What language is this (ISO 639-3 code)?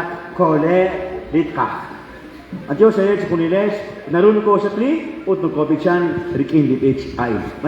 kek